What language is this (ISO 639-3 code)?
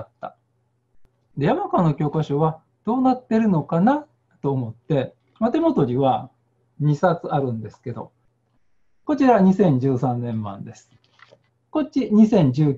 jpn